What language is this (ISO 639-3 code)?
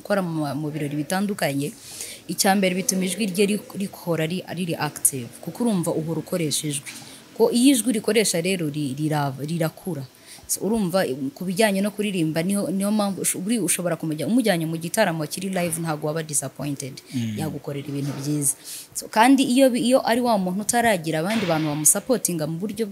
kin